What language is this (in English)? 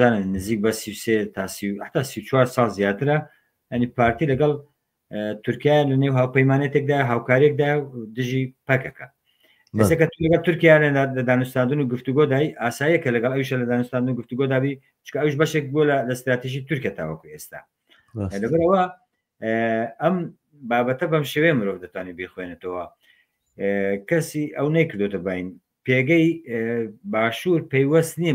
Central Kurdish